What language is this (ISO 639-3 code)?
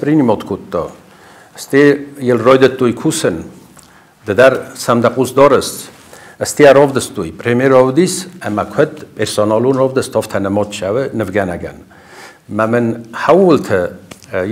oss